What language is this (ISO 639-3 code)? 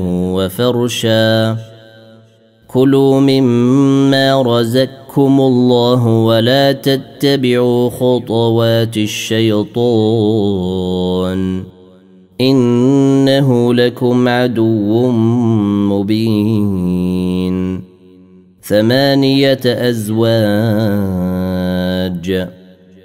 ara